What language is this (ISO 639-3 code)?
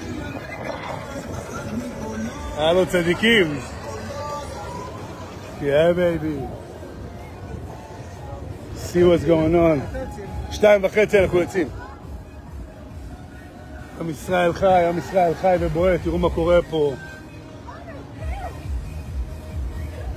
heb